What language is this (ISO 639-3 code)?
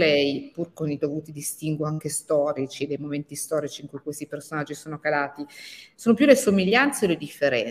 ita